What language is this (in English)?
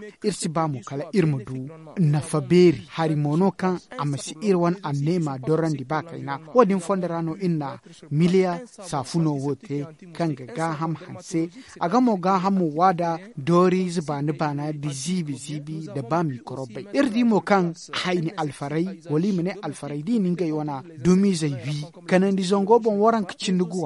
Zarma